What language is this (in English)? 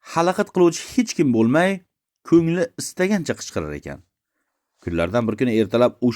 Uzbek